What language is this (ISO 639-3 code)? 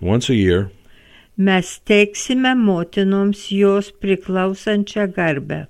lit